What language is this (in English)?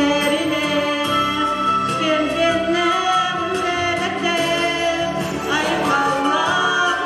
Yakut